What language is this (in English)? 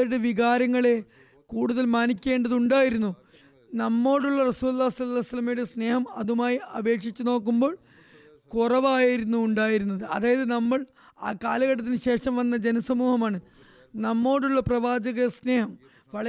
Malayalam